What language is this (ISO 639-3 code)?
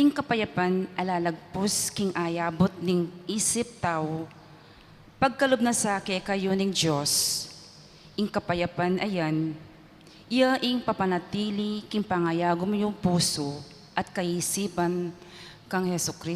pam